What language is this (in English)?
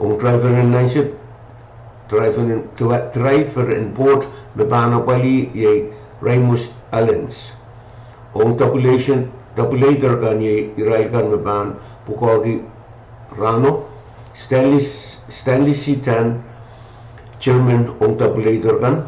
Pohnpeian